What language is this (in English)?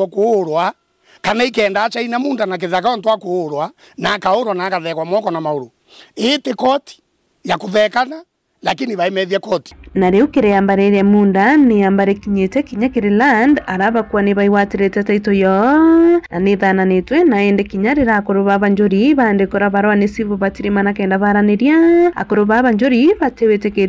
Meru